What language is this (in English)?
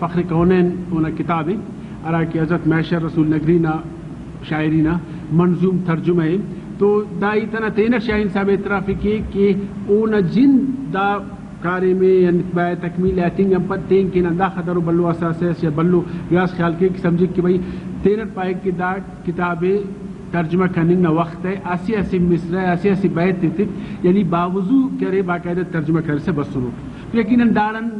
Brahui